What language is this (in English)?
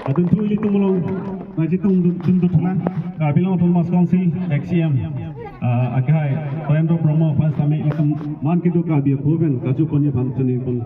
Karbi